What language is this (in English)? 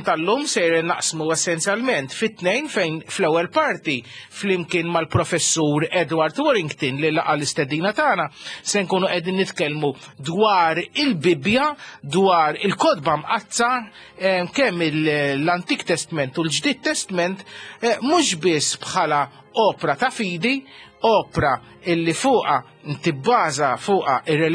Maltese